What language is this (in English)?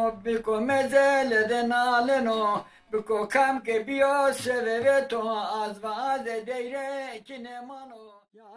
Zaza